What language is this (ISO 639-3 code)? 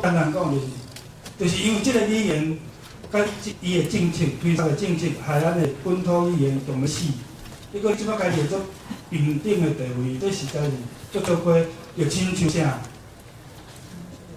nan